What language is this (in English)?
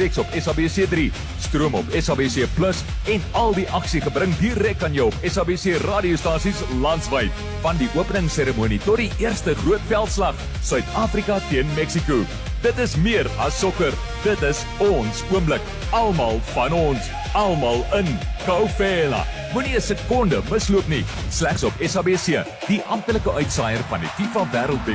Afrikaans